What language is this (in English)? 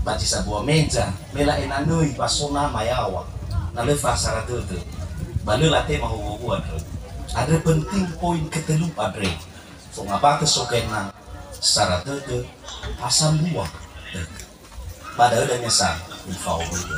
Nias